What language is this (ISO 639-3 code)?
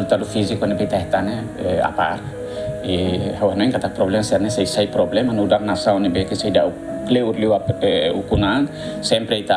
tet